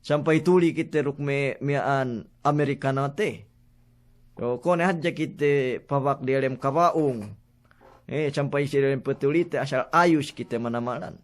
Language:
Yakan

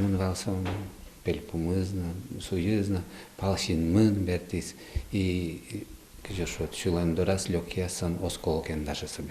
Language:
Udmurt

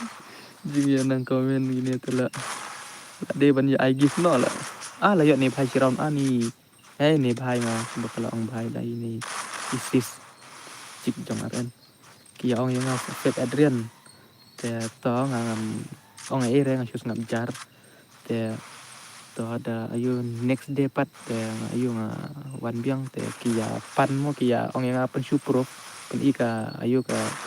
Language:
Khasi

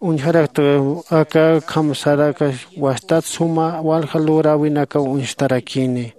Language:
Aymara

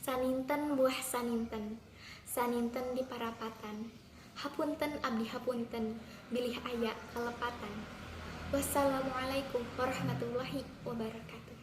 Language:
Sundanese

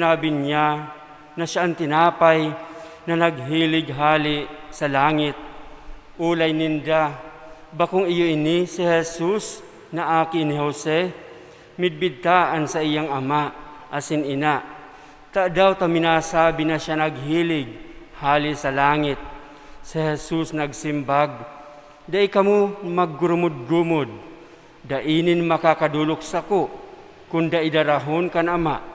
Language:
Bikol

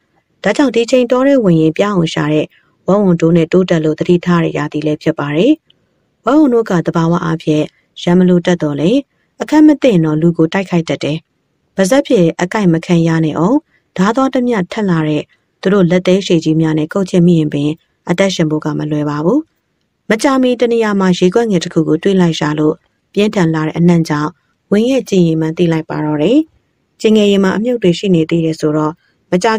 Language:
Burmese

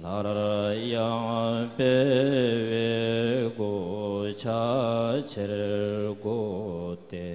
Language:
Tibetan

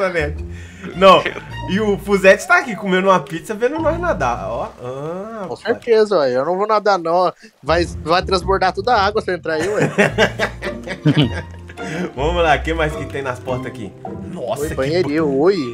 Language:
Portuguese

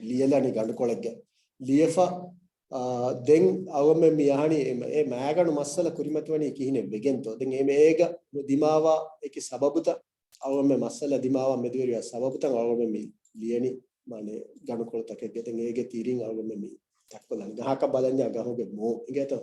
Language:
Divehi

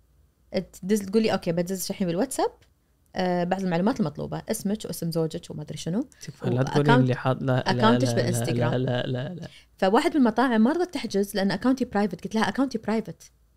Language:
Najdi Arabic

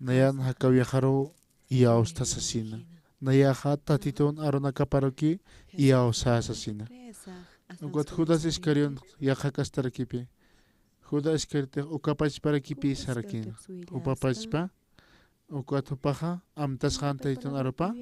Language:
Aymara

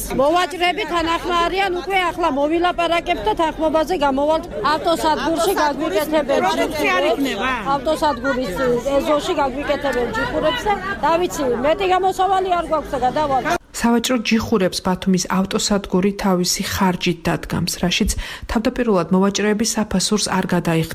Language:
Georgian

